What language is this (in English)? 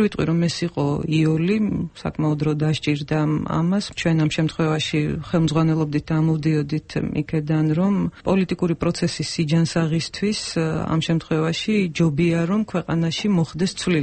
Georgian